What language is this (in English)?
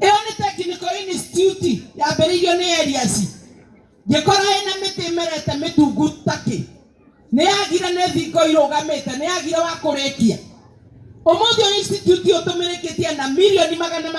Kikuyu